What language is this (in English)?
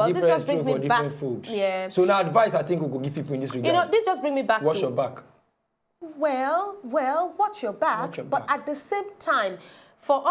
Nigerian Pidgin